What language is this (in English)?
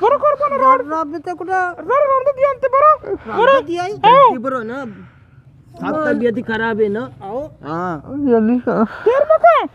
Eastern Balochi